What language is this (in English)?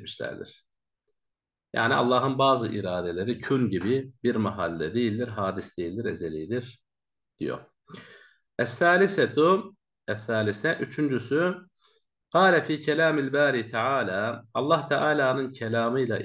Turkish